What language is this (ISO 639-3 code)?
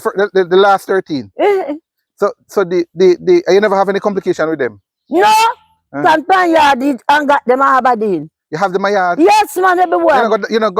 jam